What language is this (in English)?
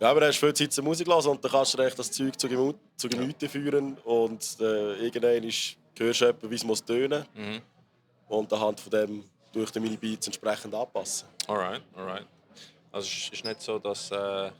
Swiss German